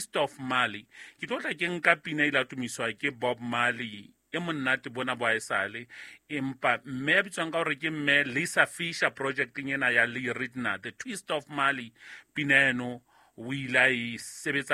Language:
Southern Sotho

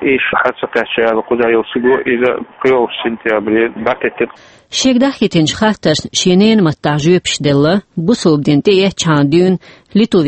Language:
Chechen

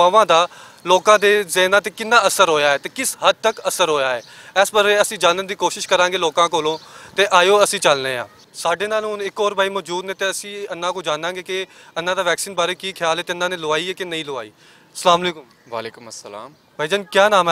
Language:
Western Panjabi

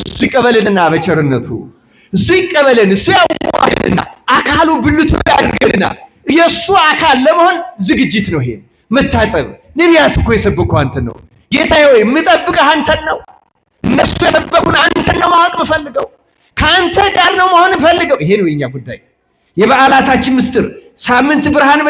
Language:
Amharic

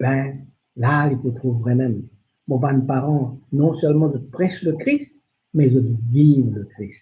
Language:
Morisyen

